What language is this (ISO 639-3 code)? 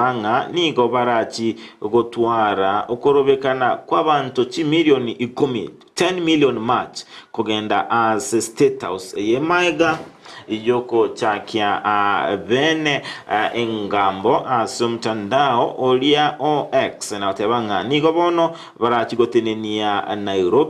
guz